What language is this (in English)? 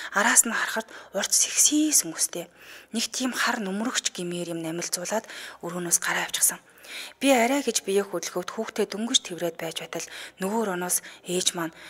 Mongolian